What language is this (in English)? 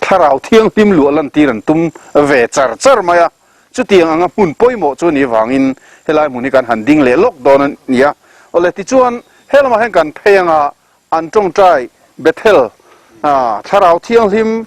Mizo